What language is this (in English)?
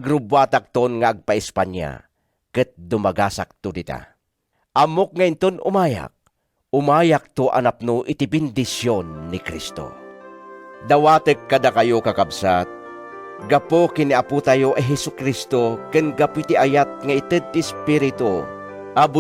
Iloko